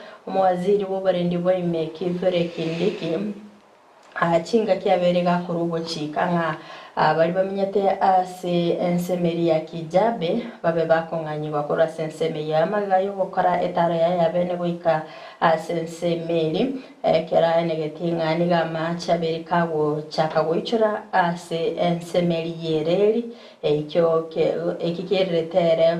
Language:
Gusii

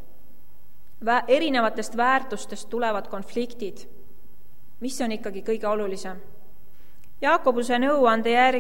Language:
Estonian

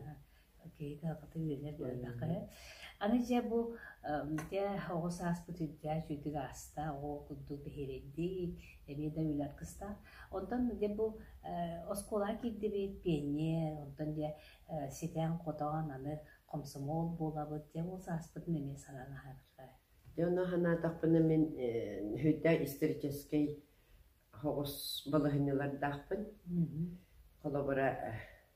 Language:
Yakut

